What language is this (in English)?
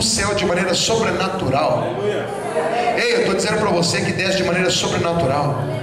Portuguese